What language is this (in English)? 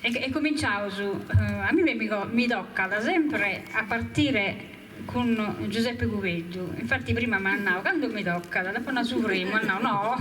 Sardinian